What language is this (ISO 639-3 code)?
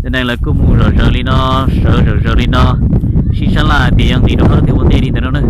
hmn